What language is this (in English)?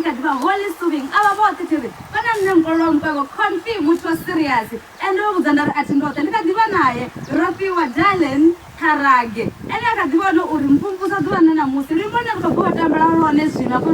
Venda